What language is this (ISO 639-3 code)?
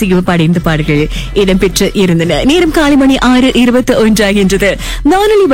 tam